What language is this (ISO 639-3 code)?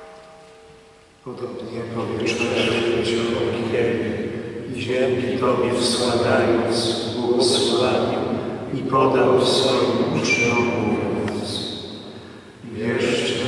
pol